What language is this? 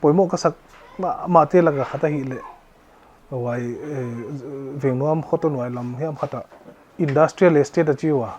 Paite Chin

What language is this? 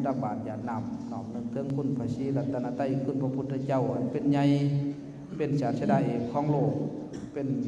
Lao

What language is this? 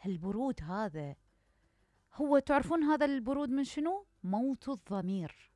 Mesopotamian Arabic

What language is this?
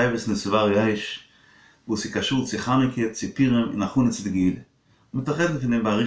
Yiddish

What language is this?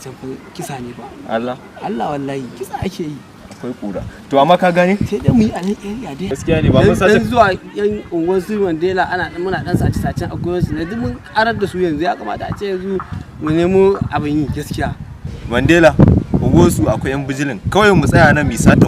Hausa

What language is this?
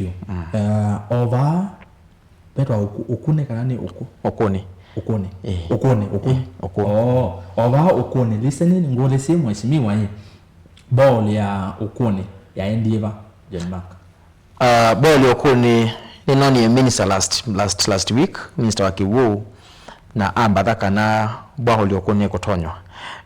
Kamba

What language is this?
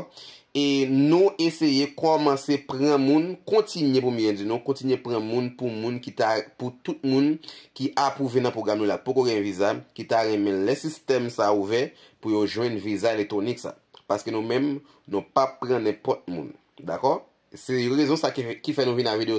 Haitian Creole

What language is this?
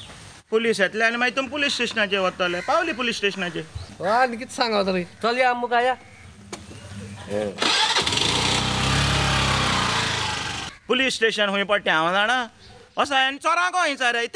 Konkani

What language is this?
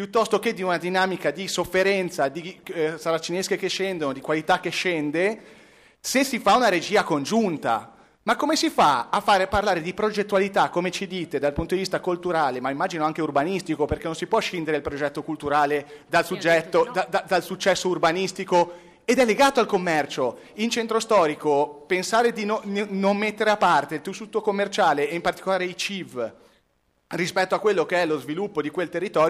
Italian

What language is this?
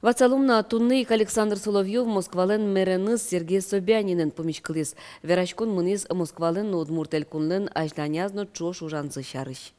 Udmurt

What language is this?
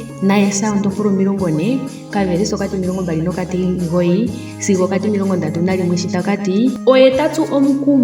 Ndonga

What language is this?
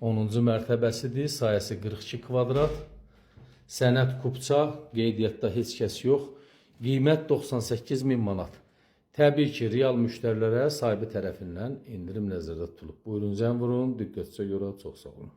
Azerbaijani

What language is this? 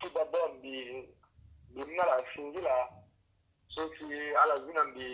Sango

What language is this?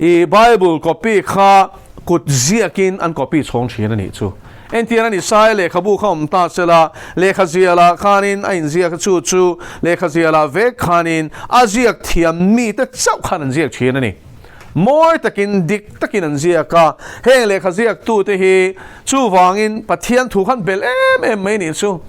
Mizo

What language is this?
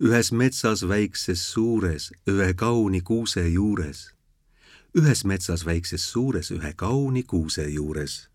Estonian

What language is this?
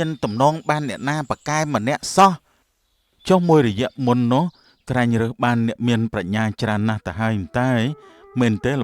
Khmer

